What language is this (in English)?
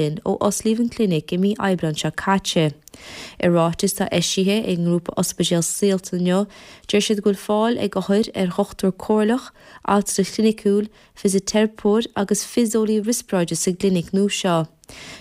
Irish